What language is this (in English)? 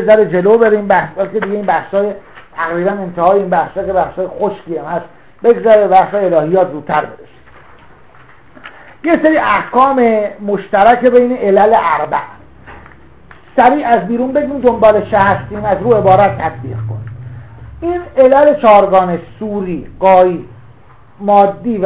Persian